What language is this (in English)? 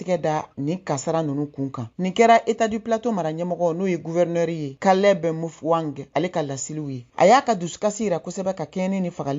Bambara